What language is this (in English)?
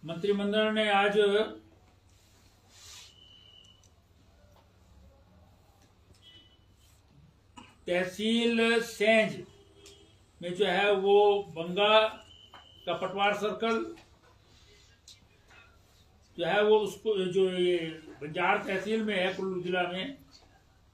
Hindi